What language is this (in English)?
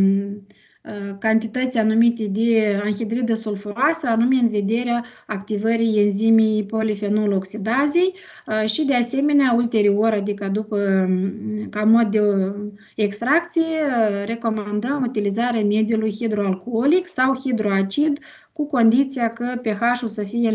Romanian